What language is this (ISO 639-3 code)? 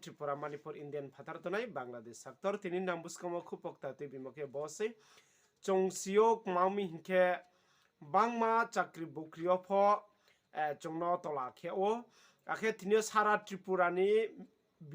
ria